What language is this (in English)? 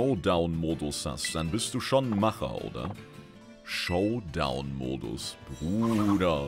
German